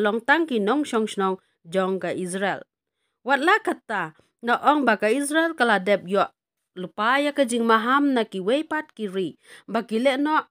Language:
Khasi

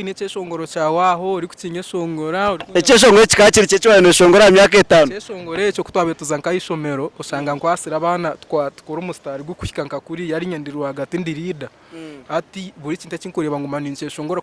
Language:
Nyankole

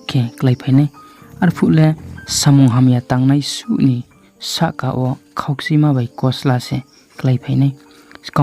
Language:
Riang (India)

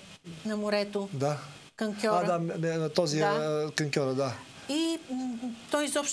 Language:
Bulgarian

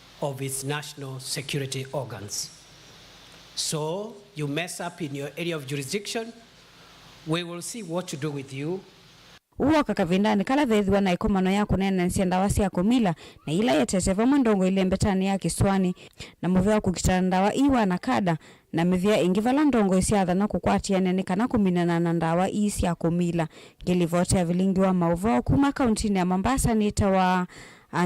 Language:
Kamba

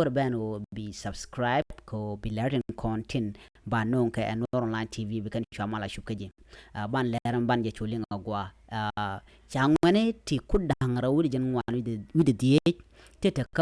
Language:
Nuer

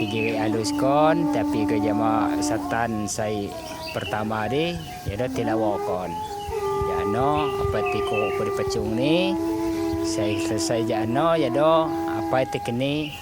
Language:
Lampung Api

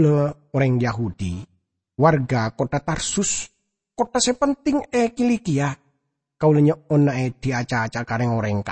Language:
Madurese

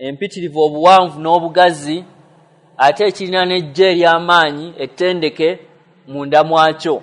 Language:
Ganda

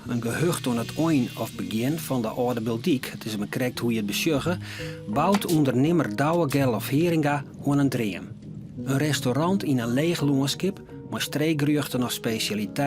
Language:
Western Frisian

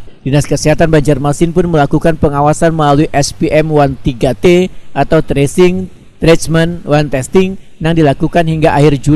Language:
Banjar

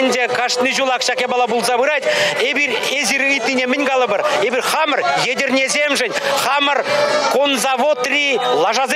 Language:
Chuvash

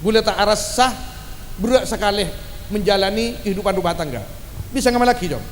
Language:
Madurese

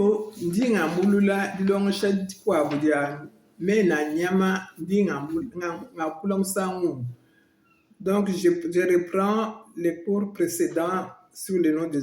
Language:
Luba-Lulua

